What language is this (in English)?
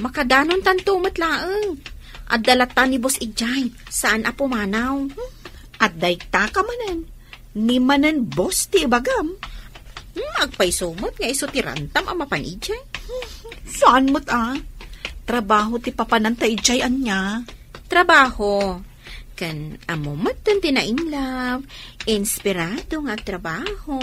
Iloko